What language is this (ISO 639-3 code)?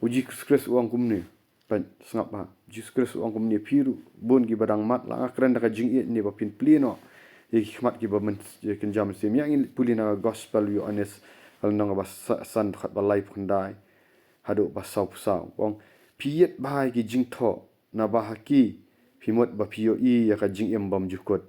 kha